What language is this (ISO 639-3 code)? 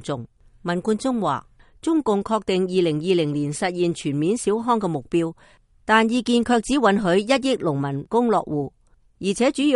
yue